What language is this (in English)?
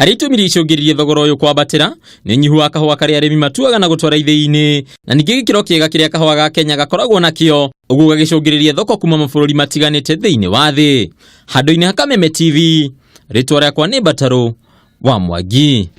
Kikuyu